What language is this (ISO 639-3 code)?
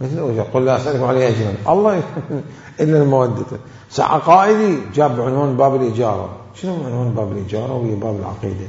acm